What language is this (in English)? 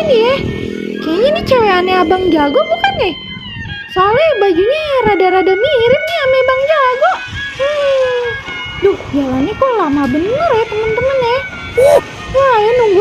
Betawi